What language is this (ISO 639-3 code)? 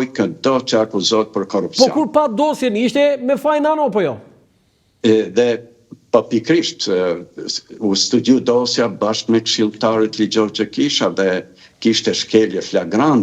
sqi